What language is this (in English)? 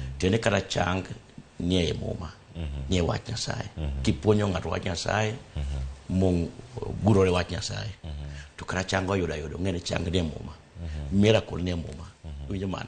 Luo (Kenya and Tanzania)